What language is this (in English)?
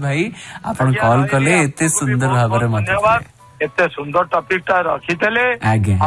Odia